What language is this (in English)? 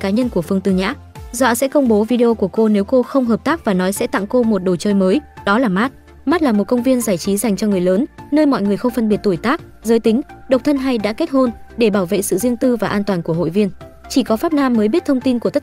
Vietnamese